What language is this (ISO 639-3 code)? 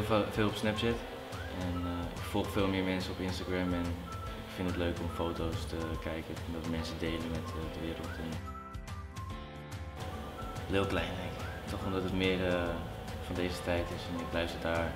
nld